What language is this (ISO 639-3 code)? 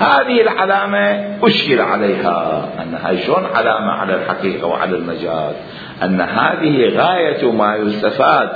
acm